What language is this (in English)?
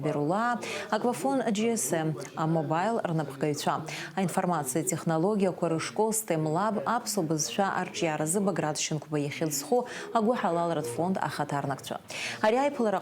Abkhazian